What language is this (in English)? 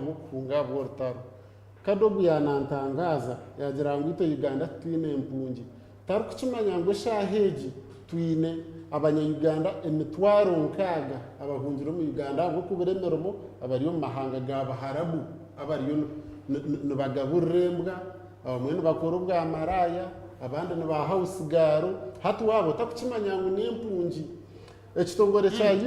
Nyankole